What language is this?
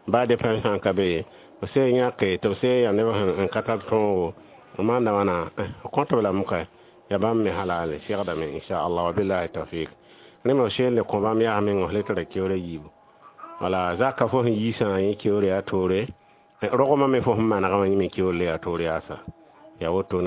Mossi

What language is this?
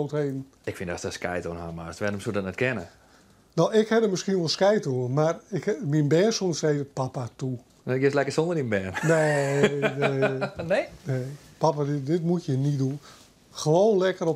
Western Frisian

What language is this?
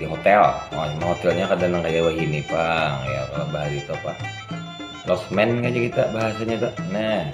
Banjar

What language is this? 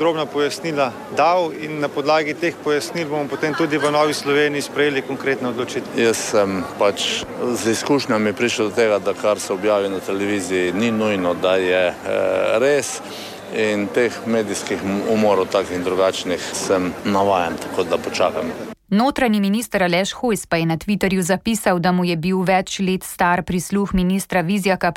Slovenian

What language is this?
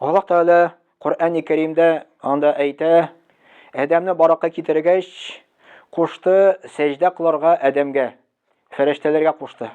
Tatar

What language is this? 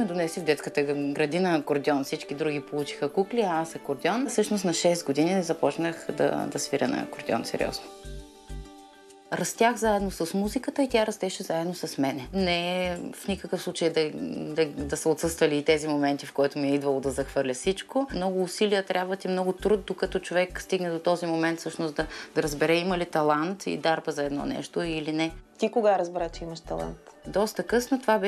Bulgarian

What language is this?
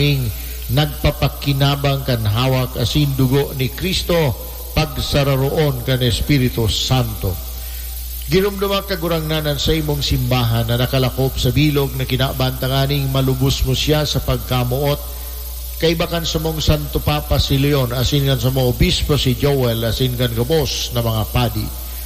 Bikol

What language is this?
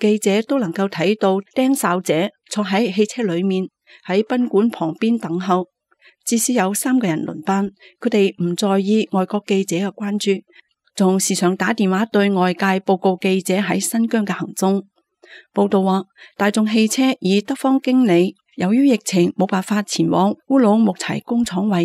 Cantonese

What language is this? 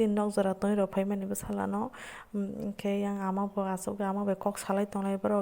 Kok Borok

